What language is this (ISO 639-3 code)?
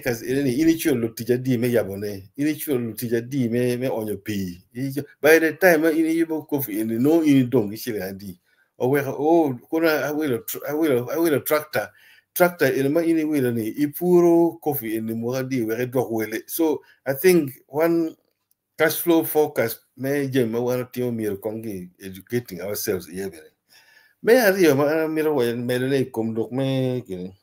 ach